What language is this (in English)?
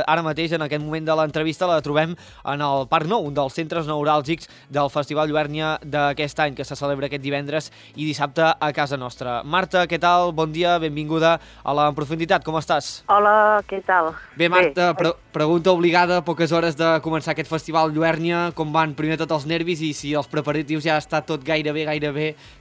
Catalan